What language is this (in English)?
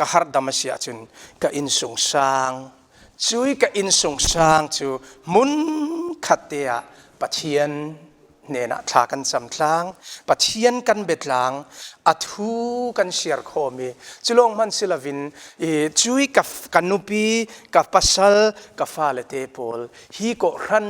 Falam Chin